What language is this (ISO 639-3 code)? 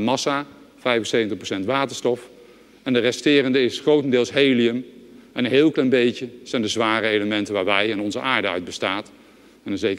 nld